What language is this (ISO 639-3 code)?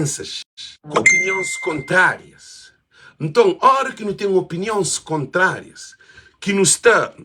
kea